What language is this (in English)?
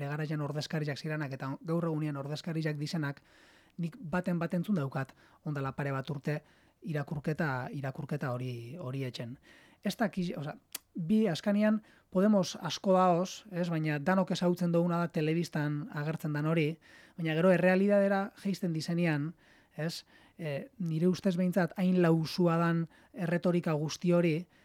Basque